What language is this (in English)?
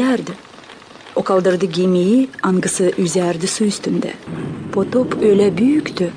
Gagauz